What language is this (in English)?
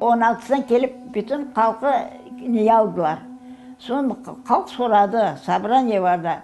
Crimean Tatar